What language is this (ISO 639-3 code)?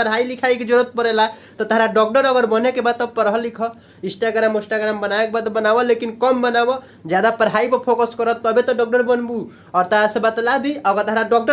bho